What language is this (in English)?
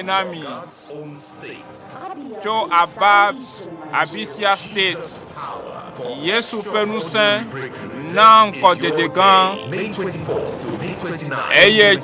Ewe